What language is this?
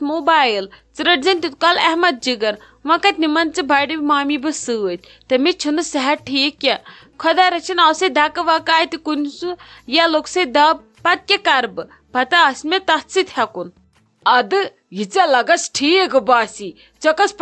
Kashmiri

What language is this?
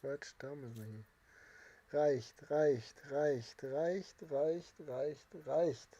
Bavarian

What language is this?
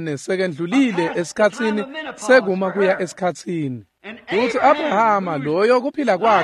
Swati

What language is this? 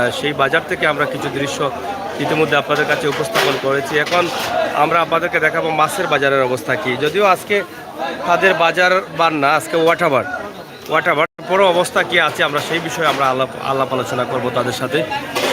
Sylheti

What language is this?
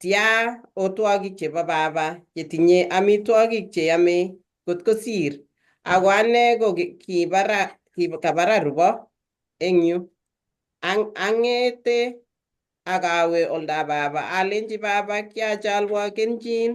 Kalenjin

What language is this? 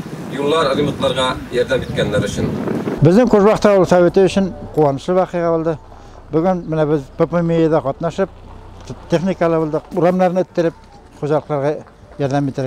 Tatar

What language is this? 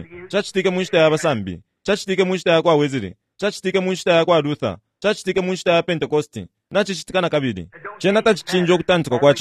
Bemba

